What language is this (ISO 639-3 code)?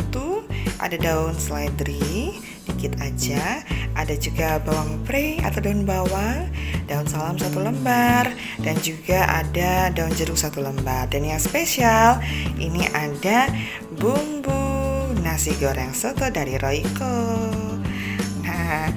ind